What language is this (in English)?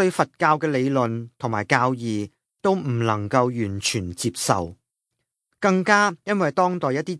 Cantonese